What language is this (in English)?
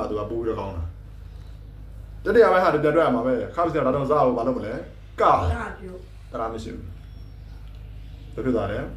Burmese